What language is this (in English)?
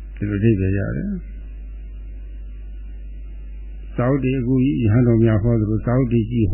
Burmese